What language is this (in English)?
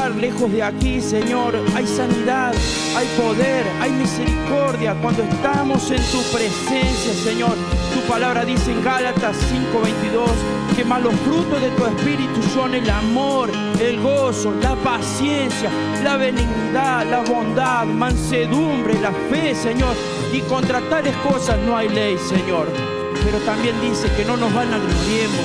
Spanish